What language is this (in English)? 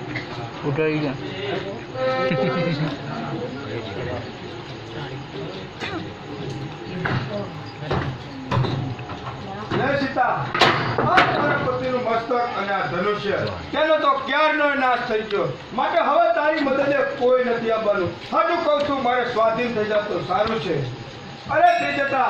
Gujarati